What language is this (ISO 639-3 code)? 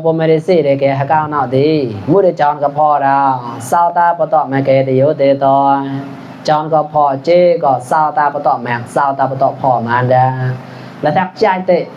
mnw